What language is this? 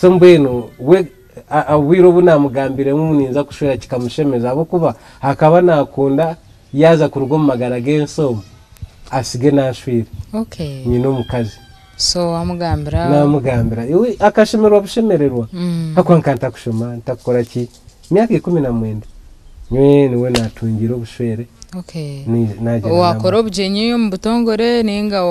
Nyankole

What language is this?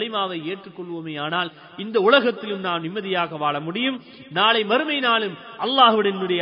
Tamil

